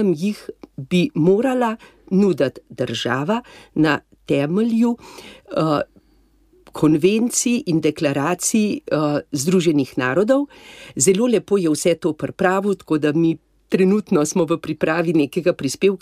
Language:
Slovenian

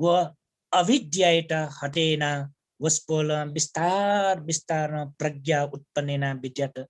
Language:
Newari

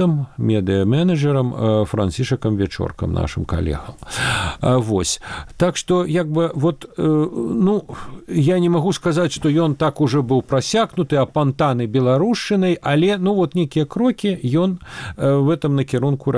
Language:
Belarusian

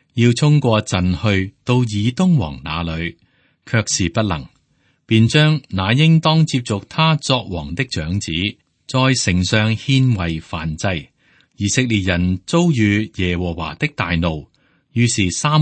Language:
Cantonese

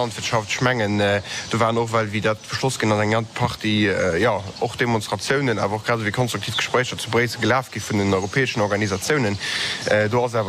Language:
Luxembourgish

